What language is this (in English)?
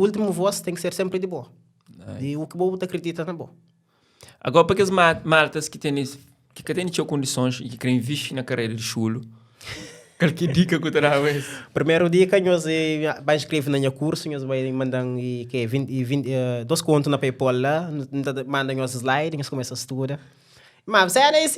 Kabuverdianu